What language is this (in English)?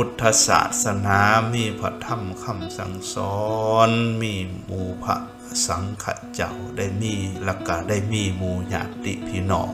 Lao